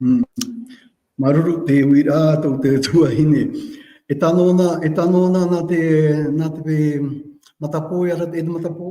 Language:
Tahitian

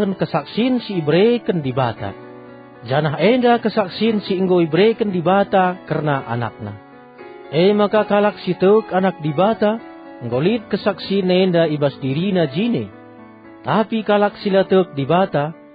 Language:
Batak Karo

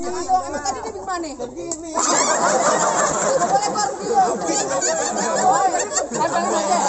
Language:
Betawi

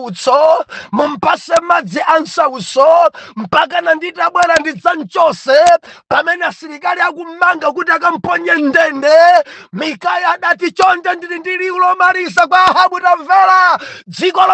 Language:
Nyanja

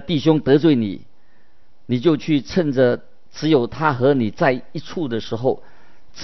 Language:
Chinese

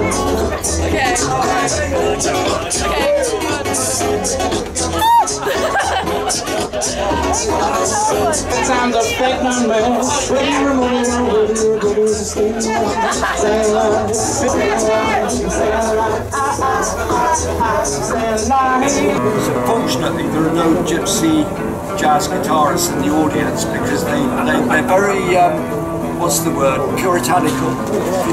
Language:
English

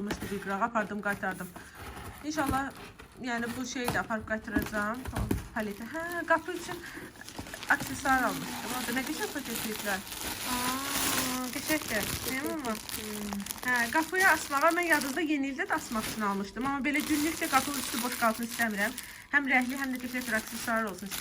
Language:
Azerbaijani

